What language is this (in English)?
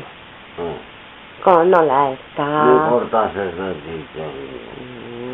Basque